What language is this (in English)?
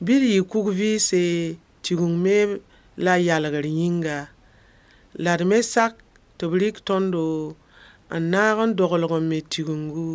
Mossi